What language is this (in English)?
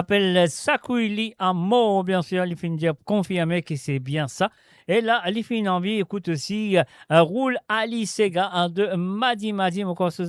Morisyen